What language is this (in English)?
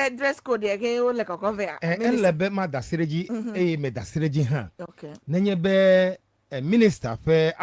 Ewe